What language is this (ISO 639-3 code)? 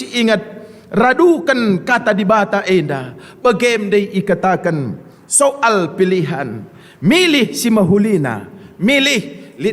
btx